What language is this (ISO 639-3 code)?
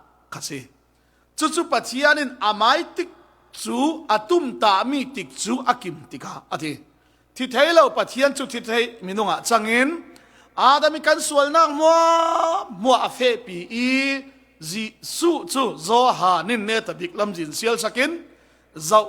cfm